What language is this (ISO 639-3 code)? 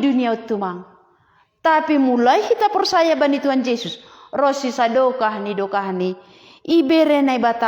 bts